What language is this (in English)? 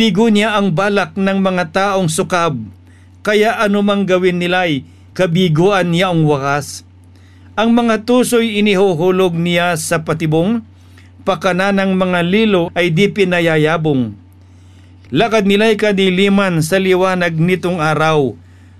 Filipino